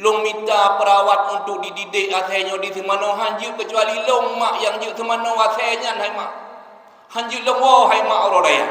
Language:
Achinese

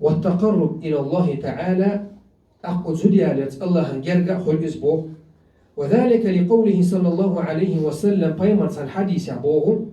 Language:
Chechen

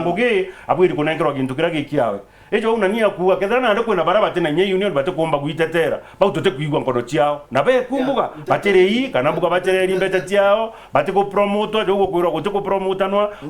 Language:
Meru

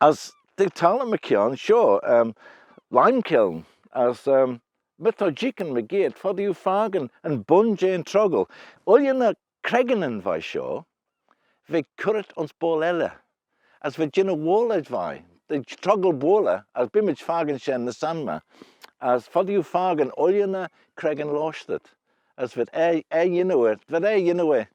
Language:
Manx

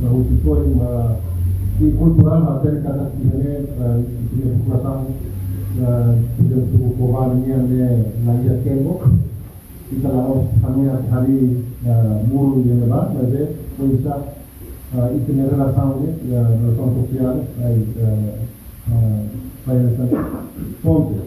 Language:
Tetum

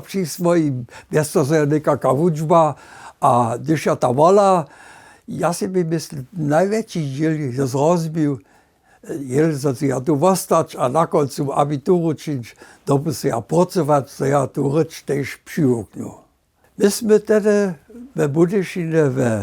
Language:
Upper Sorbian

